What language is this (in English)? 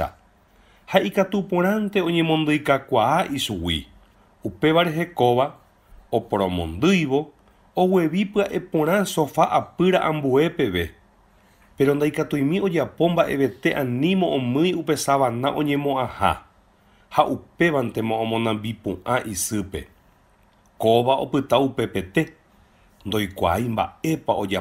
Guarani